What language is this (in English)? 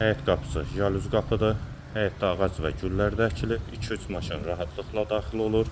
Azerbaijani